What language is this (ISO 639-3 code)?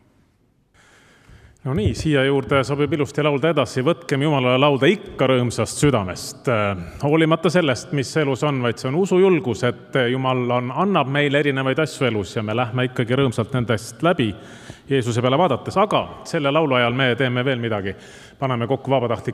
est